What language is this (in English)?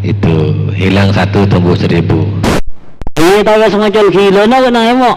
Madurese